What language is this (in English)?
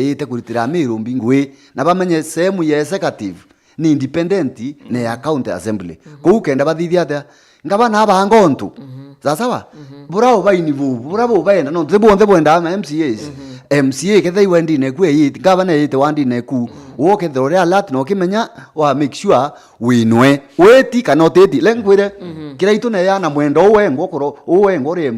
Meru